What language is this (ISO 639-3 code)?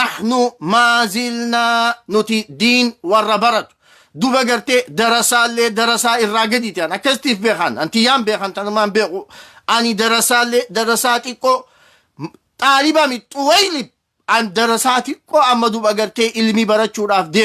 orm